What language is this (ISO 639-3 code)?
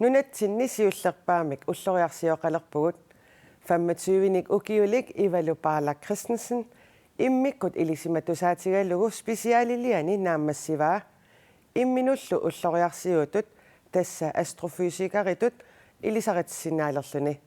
kal